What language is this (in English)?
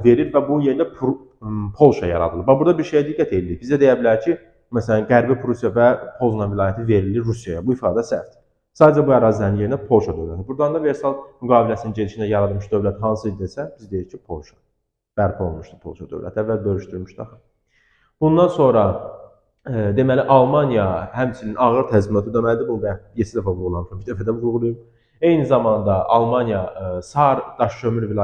Azerbaijani